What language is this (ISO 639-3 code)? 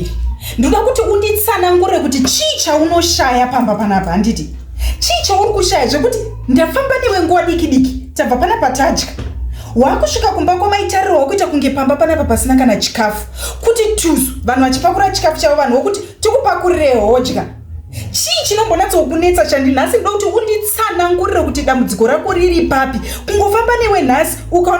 sna